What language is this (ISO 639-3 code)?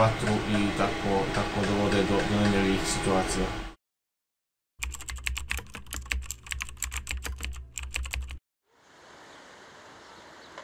bos